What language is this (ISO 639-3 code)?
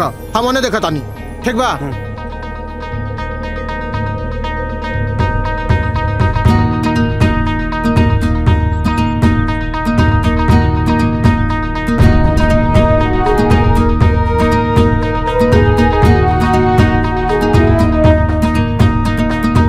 bho